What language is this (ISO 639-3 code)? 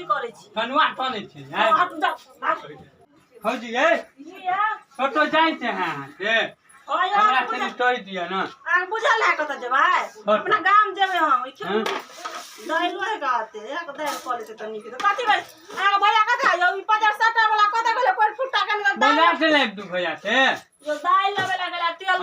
mai